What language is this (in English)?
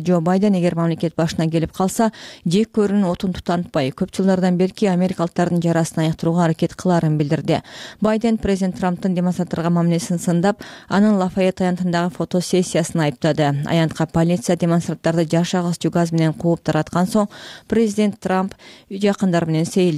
Kyrgyz